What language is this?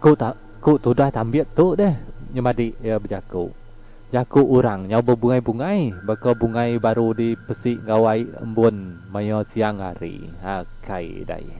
Iban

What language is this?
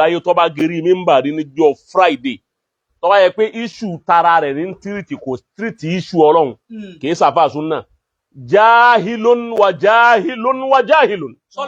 Yoruba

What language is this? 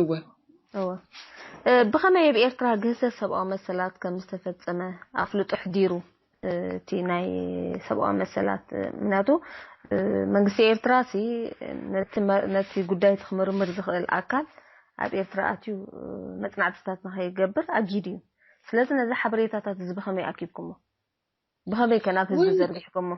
Tigrinya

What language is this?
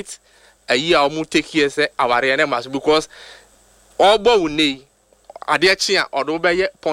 Akan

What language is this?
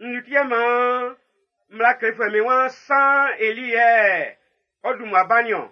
Baoulé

